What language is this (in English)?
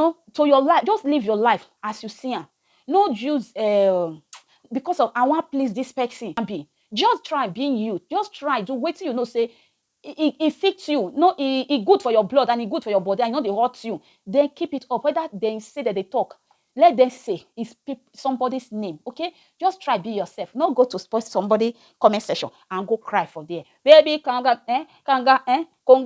Nigerian Pidgin